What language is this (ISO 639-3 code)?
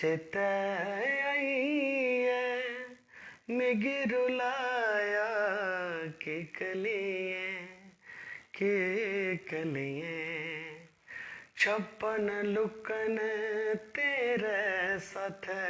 doi